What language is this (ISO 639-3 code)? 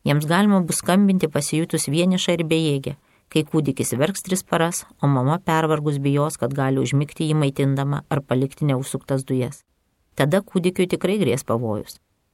lit